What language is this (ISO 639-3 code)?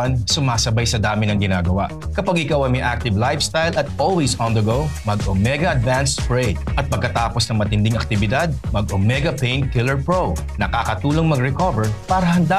fil